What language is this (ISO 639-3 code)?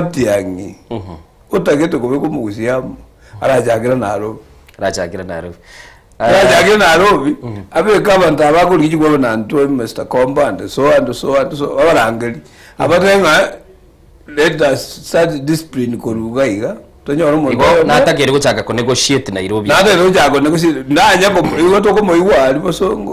guz